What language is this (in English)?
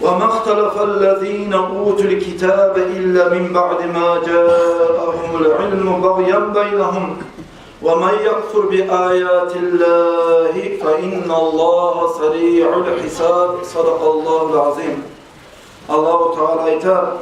Kumyk